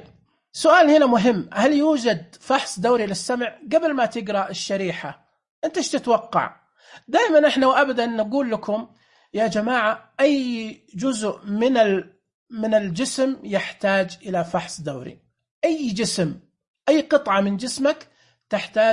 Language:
Najdi Arabic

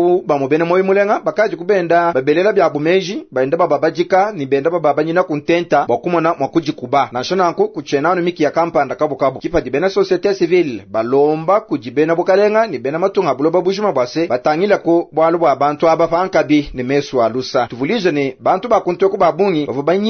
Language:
Luba-Lulua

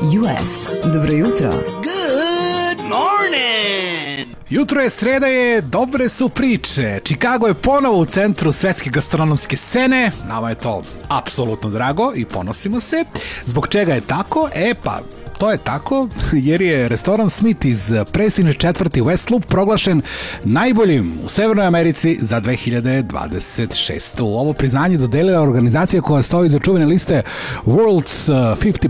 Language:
Serbian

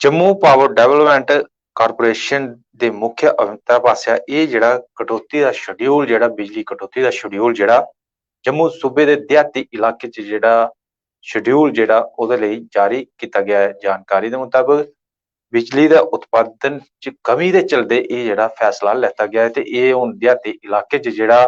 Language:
Dogri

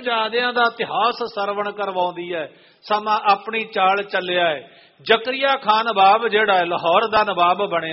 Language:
Punjabi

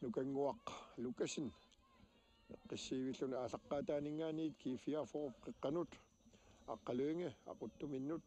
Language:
Kalaallisut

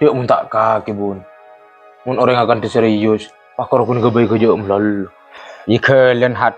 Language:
Madurese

